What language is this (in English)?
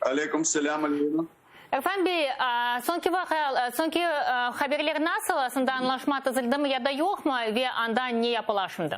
Crimean Tatar